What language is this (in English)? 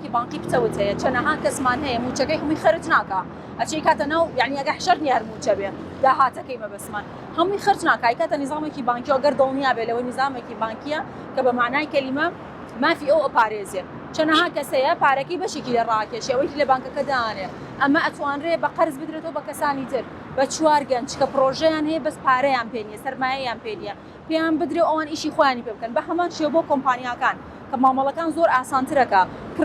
Central Kurdish